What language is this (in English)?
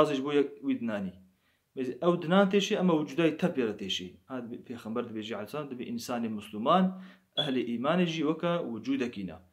Kurdish